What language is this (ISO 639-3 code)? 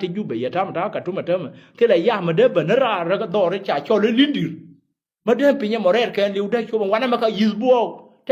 nus